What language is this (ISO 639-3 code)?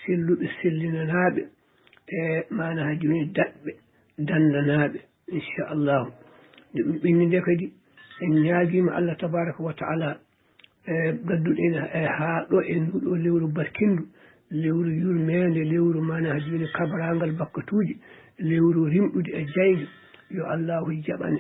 ful